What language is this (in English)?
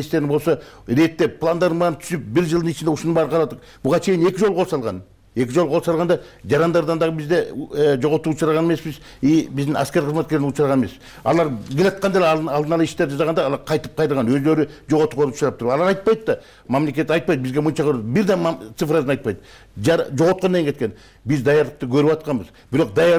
Kyrgyz